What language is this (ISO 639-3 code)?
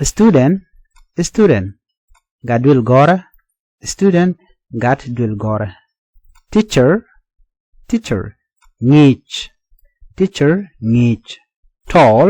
nus